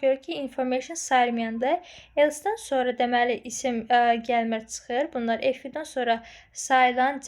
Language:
Azerbaijani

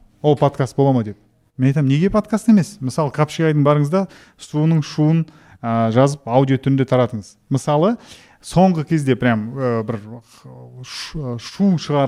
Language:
Kazakh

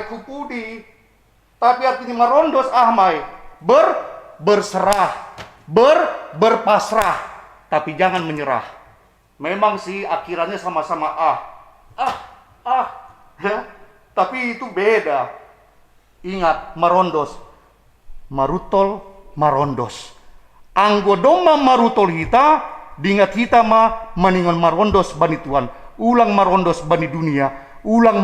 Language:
Batak Simalungun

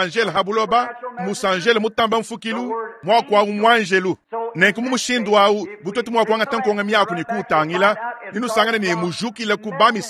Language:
Luba-Lulua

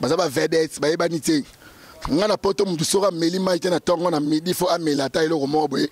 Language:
Lingala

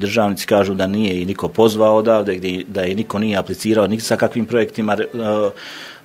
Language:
Bosnian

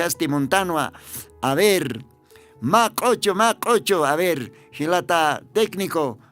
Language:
Aymara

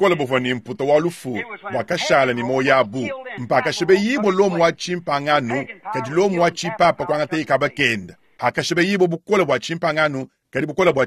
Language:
Luba-Lulua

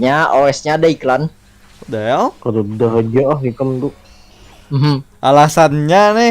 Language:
Banjar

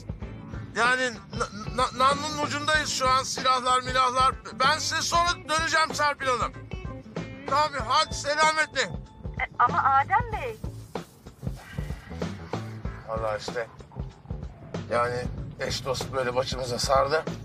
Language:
Turkish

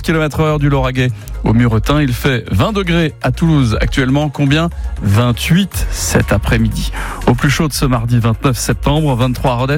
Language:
French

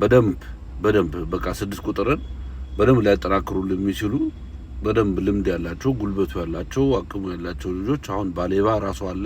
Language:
Amharic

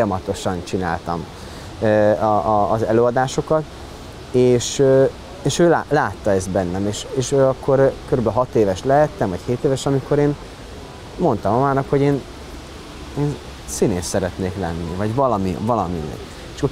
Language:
Hungarian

